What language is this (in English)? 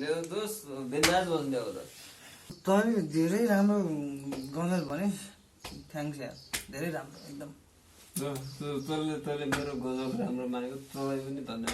Nepali